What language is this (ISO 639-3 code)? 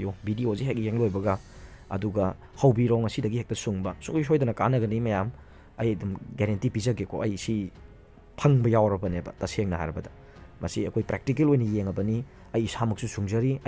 mni